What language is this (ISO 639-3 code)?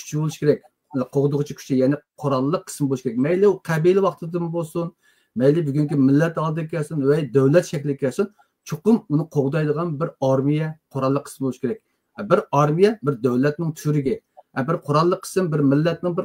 uig